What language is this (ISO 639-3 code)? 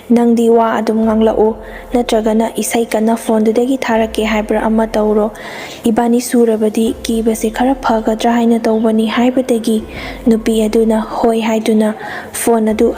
mni